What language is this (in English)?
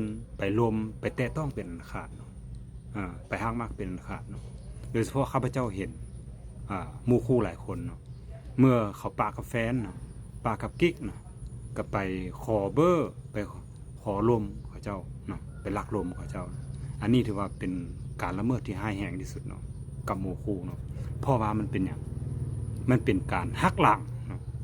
Lao